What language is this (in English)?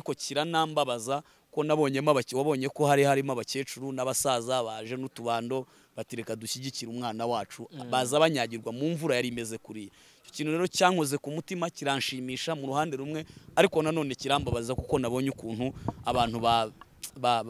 Kinyarwanda